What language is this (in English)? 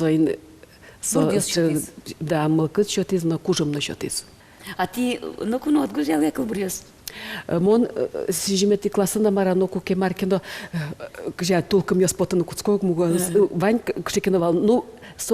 Udmurt